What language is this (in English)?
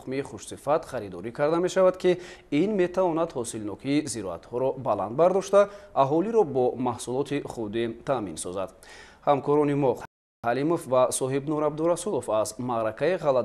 Tajik